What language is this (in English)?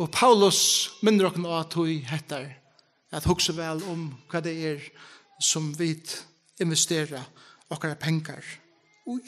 Faroese